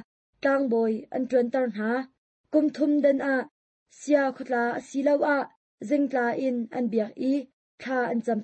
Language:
Hakha Chin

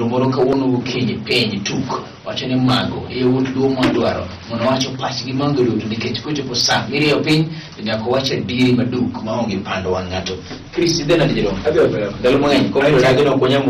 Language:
Luo (Kenya and Tanzania)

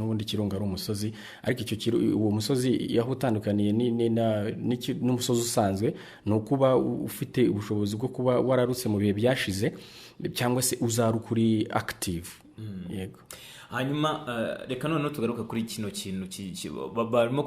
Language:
Kinyarwanda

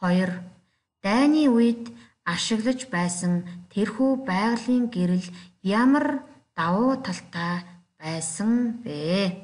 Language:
Mongolian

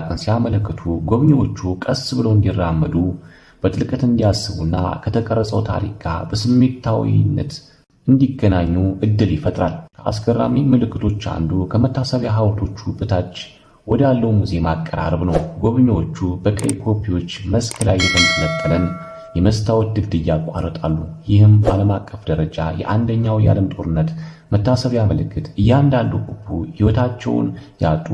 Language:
Amharic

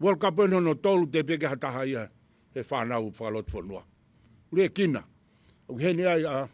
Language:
Tongan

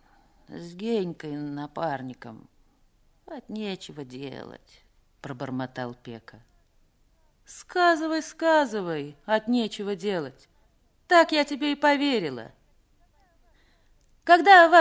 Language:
Russian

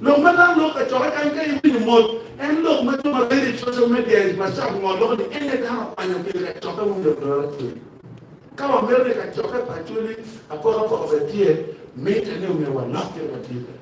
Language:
Acoli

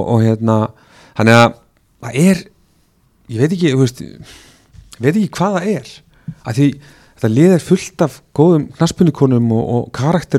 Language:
Icelandic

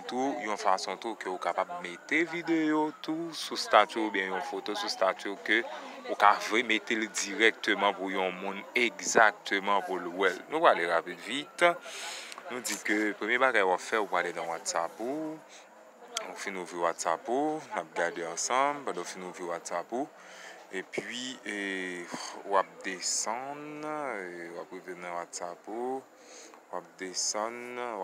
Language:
Haitian Creole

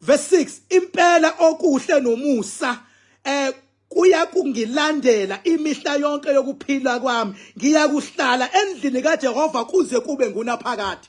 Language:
Zulu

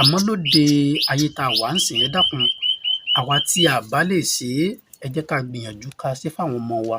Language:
Yoruba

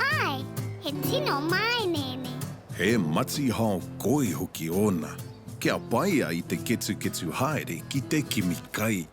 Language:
Māori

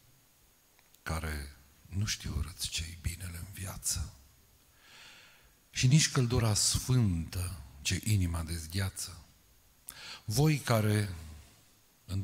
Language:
Romanian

